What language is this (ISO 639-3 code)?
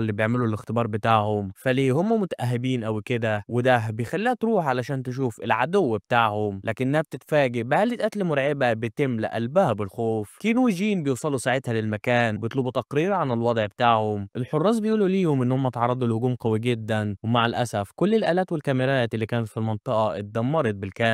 arz